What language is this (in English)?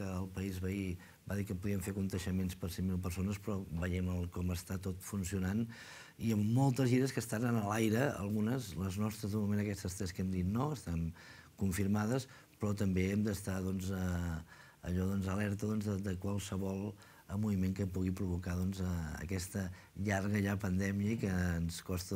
Catalan